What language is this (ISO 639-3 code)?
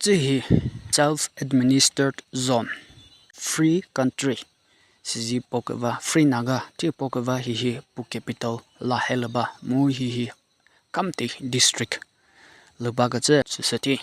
nri